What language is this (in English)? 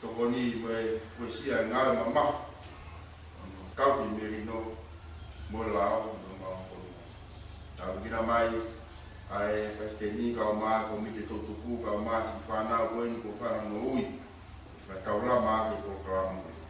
Tongan